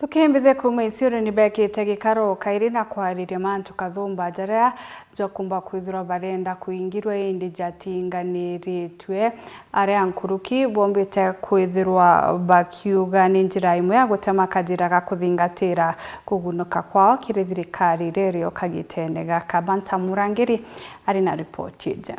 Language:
Meru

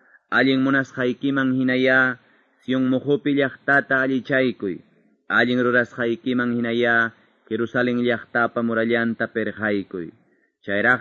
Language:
Quechua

